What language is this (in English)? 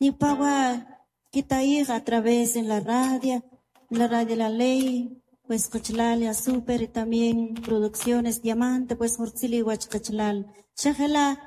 Kʼicheʼ